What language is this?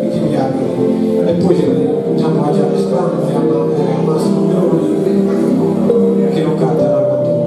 Sardinian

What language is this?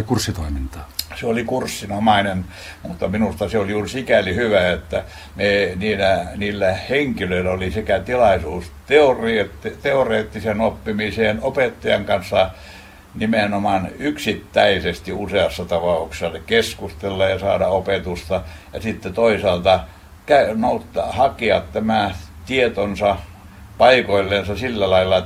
Finnish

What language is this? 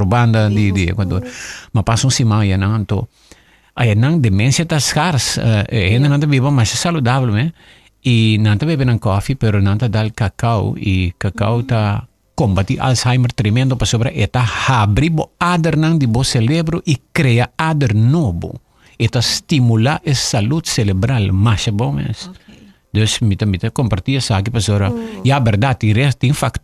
Papiamento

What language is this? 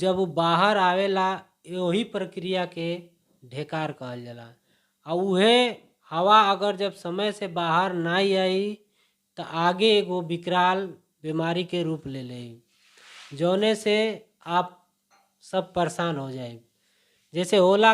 Bhojpuri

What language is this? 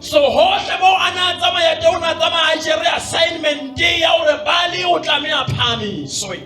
Southern Sotho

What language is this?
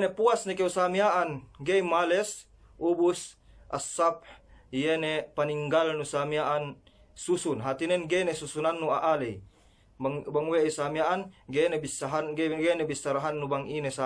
Yakan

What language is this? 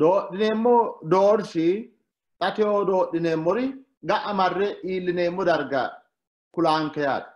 Sidamo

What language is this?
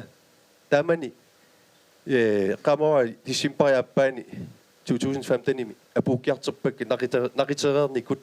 Kalaallisut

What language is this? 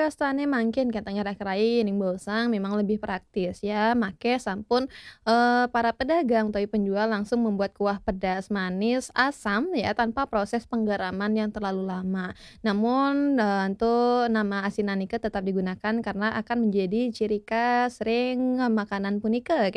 Balinese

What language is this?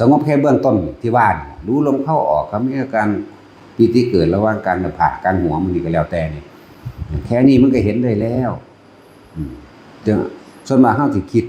Northeastern Thai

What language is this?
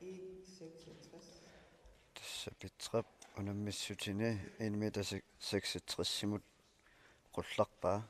Kalaallisut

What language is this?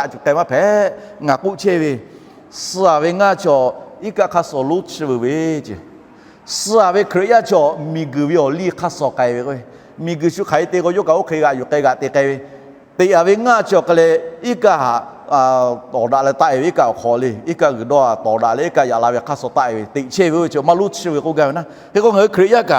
Lahu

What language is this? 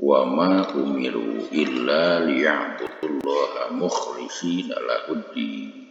Sundanese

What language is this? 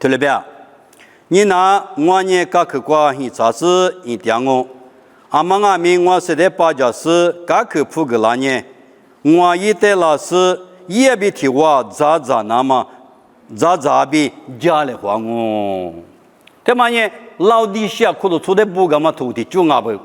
Lisu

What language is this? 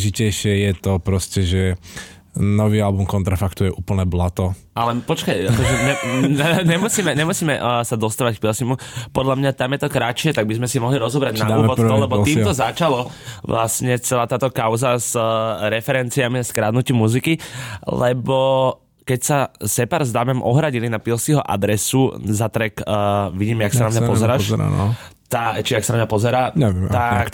Slovak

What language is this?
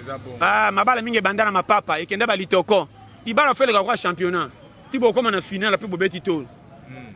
Lingala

